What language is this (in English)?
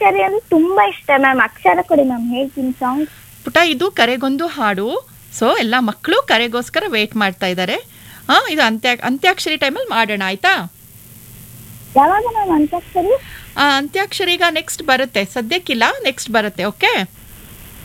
Kannada